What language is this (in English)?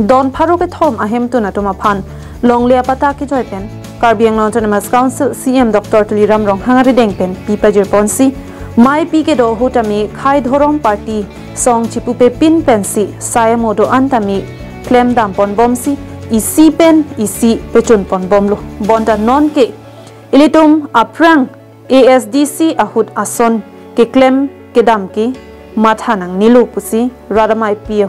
Karbi